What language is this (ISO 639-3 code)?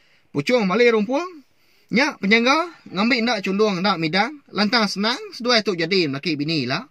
iba